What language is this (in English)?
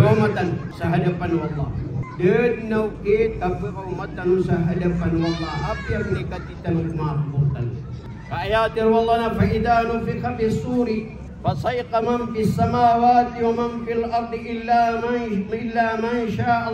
Maranao